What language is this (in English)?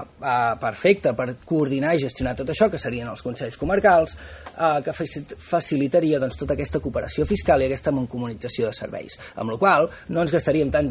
Catalan